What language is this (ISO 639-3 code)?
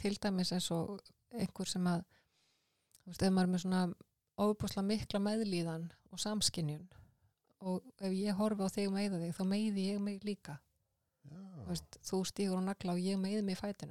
isl